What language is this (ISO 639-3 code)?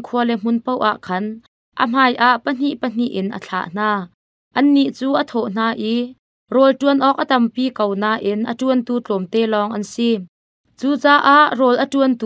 cnh